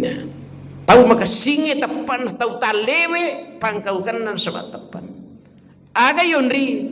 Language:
Buginese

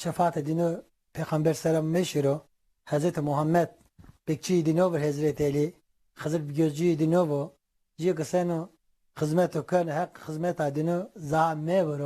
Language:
Zaza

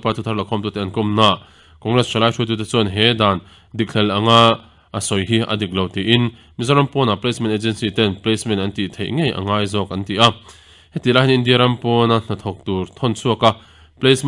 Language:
Mizo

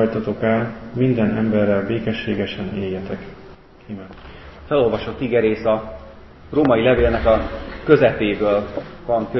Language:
Hungarian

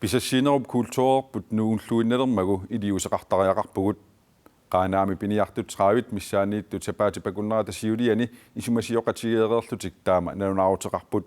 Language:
Kalaallisut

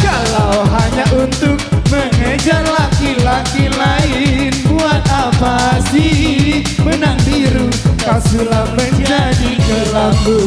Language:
Musi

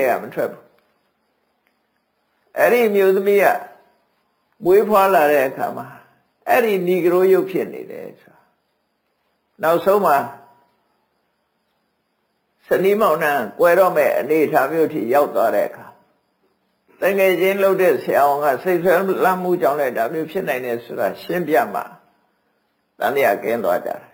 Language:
Burmese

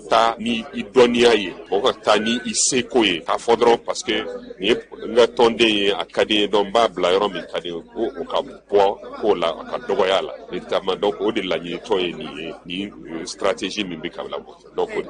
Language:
Bambara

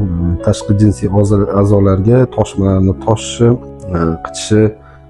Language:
Uzbek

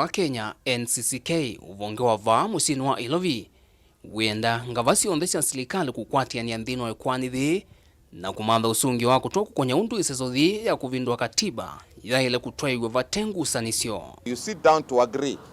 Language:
Kamba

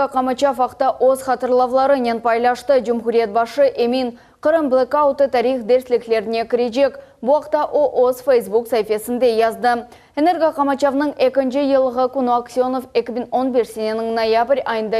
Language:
Crimean Tatar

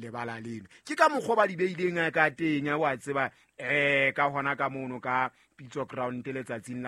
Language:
Southern Sotho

